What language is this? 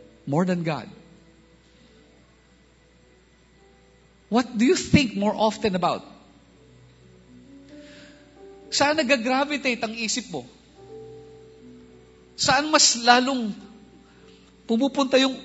Filipino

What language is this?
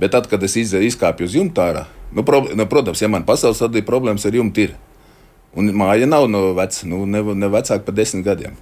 Latvian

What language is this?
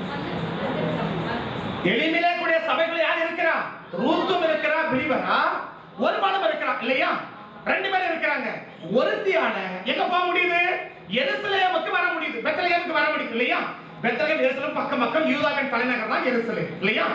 Tamil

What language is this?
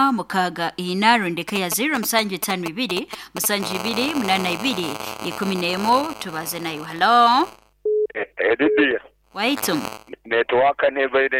Nyoro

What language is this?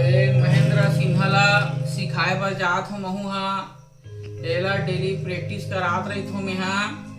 Chhattisgarhi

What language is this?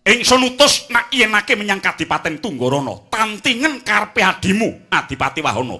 Javanese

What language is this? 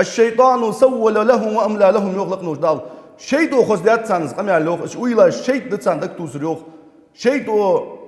Ingush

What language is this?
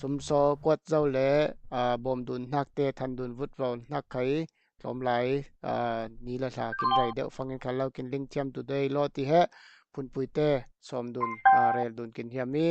Falam Chin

